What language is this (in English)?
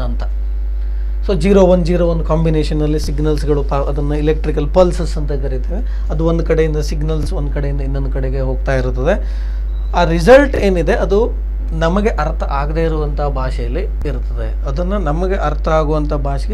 Kannada